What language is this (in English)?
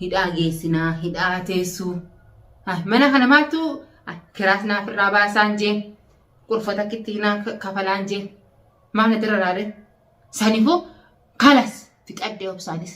Oromo